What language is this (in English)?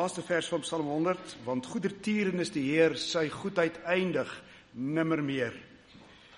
Afrikaans